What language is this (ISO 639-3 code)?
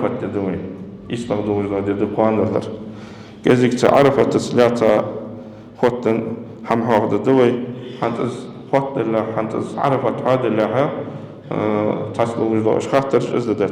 inh